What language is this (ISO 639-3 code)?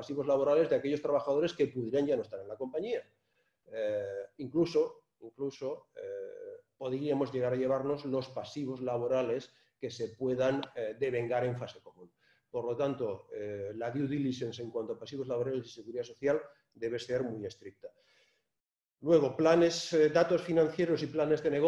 spa